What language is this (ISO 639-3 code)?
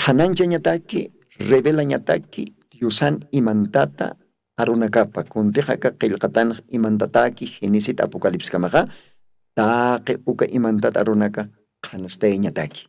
aym